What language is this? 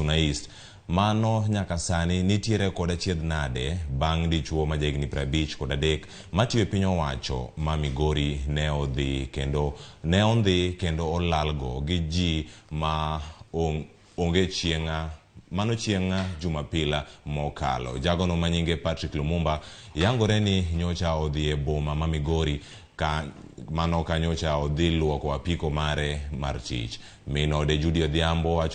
Luo (Kenya and Tanzania)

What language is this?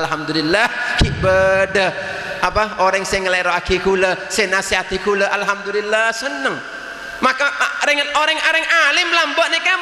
Madurese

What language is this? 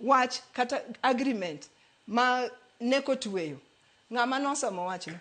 Luo (Kenya and Tanzania)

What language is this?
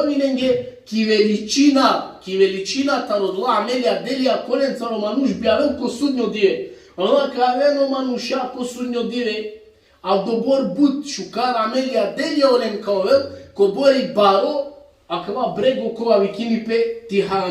Balkan Romani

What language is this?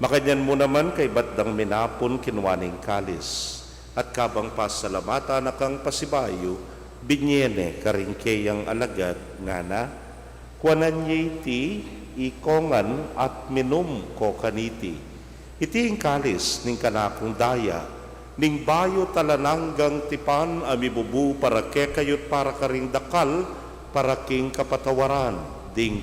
Pampanga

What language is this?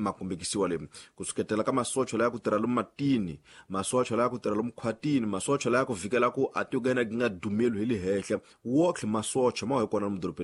Tsonga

